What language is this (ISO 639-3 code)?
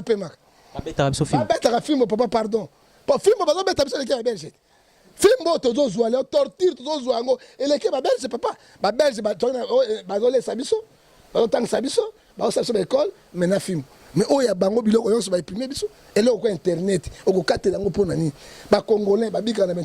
lin